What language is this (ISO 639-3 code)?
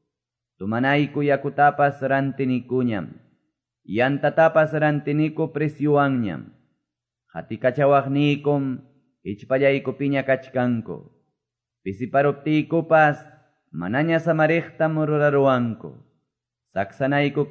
que